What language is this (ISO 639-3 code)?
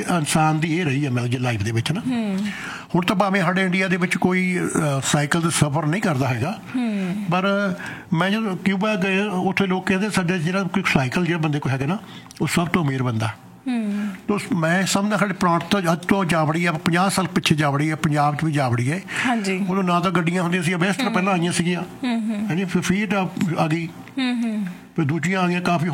pan